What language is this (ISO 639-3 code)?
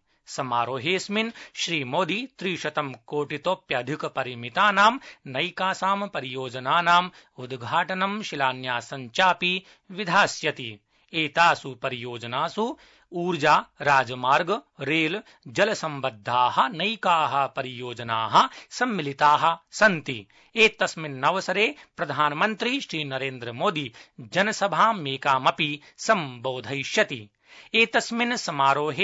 san